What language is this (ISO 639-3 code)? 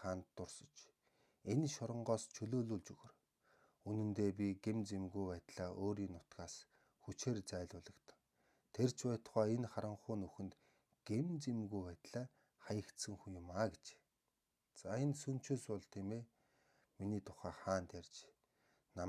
mon